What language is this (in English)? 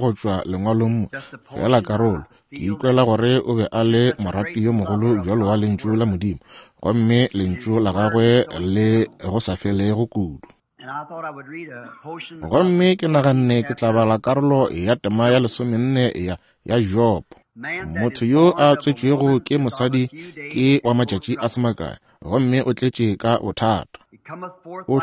Northern Sotho